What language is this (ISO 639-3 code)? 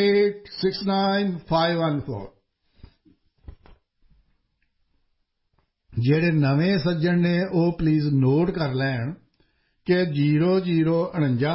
pan